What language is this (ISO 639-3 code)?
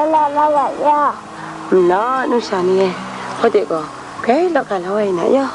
kac